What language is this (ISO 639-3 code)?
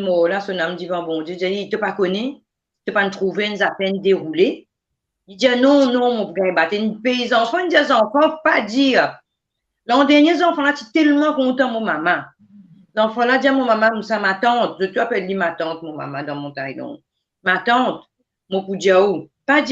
mfe